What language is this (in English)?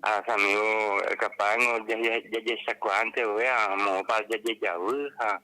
Guarani